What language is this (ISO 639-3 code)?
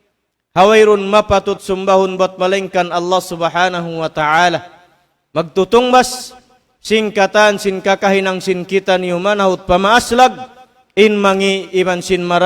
tsg